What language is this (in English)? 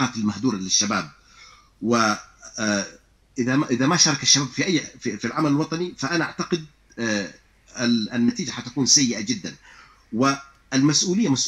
Arabic